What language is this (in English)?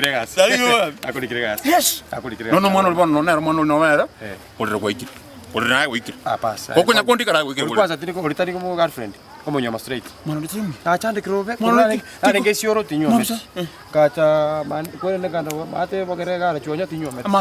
Gusii